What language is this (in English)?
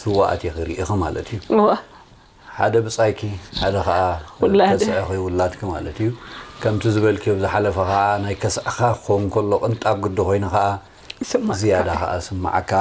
Tigrinya